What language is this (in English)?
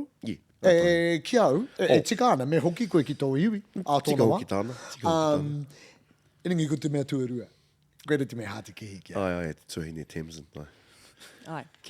Māori